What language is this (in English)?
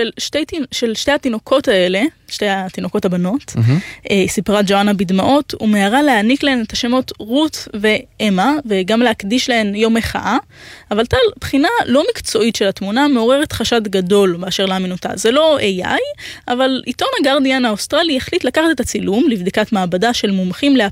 Hebrew